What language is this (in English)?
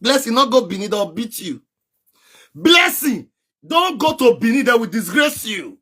Nigerian Pidgin